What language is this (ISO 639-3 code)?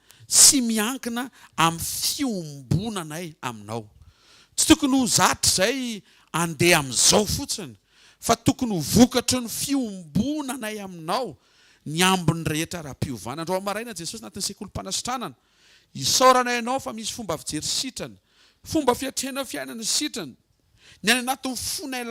mlg